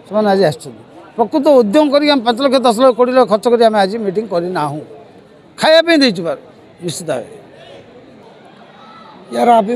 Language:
Odia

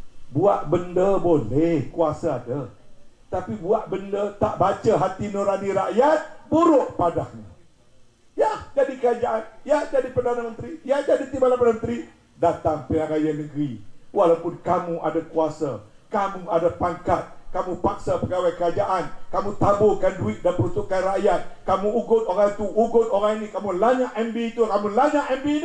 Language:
Malay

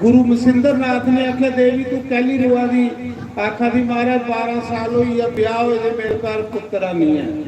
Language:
Dogri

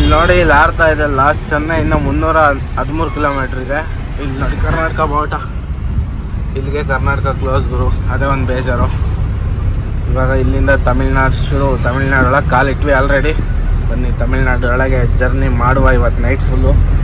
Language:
Kannada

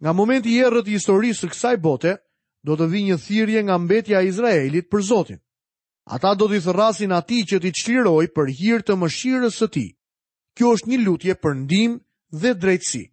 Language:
Albanian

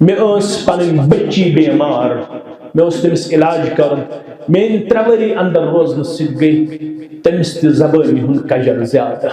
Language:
Kashmiri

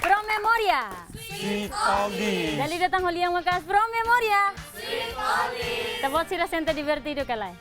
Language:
Tetum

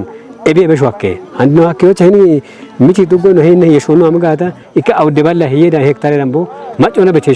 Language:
Kafa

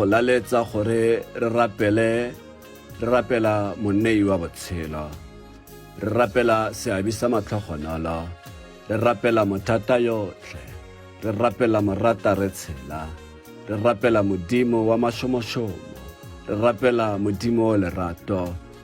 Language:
Tswana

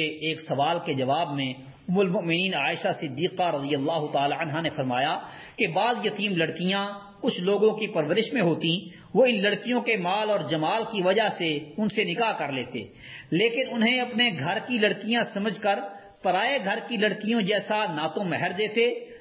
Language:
Urdu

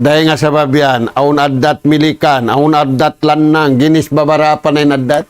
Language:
Tausug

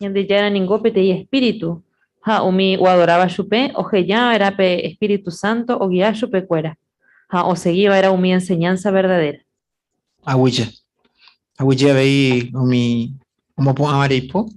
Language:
Guarani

